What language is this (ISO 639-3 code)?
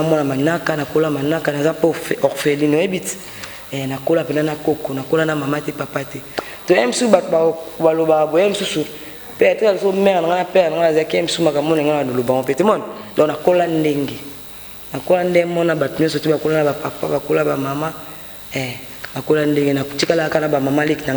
lin